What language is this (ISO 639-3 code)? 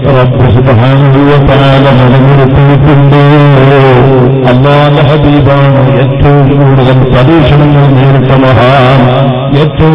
mal